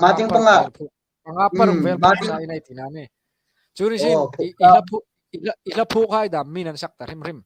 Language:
Hmar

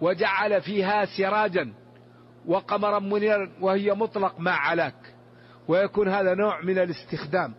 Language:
Najdi Arabic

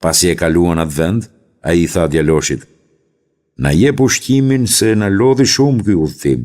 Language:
Albanian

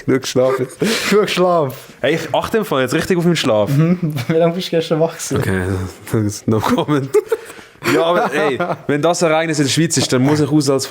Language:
Swiss German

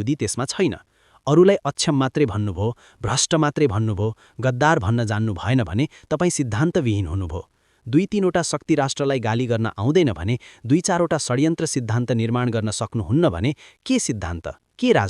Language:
Nepali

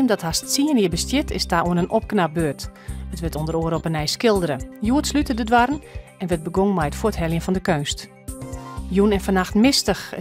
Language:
Western Frisian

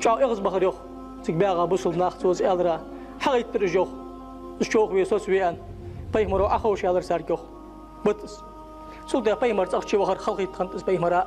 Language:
Ingush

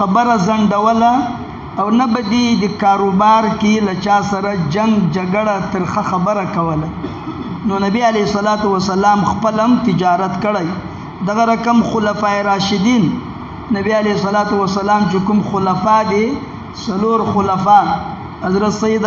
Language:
Pashto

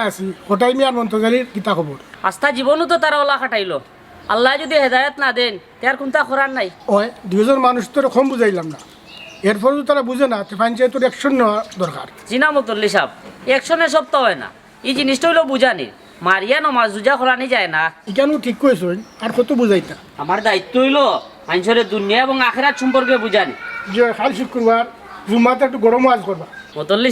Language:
Sylheti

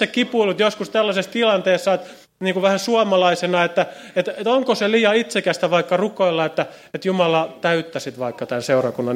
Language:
Finnish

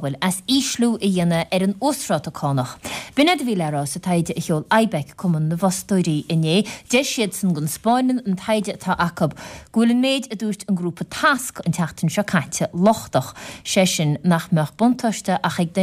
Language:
Irish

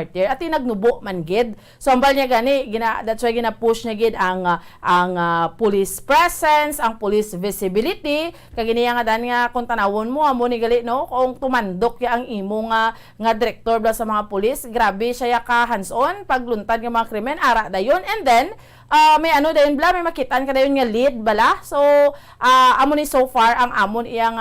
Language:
Hiligaynon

